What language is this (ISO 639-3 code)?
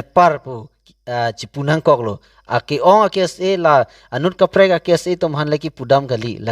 mjw